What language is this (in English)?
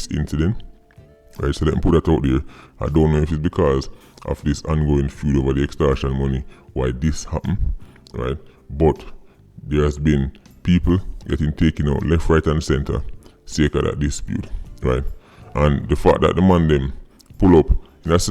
Jamaican Creole English